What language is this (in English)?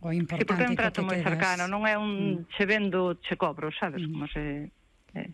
Galician